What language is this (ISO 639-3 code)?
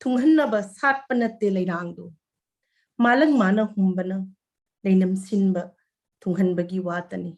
mni